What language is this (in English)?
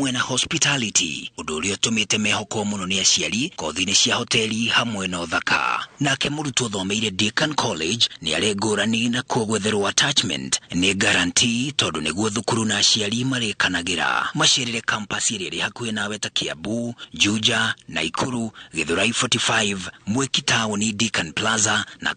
Kikuyu